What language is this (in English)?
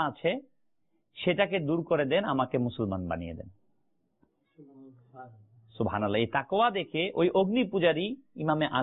Bangla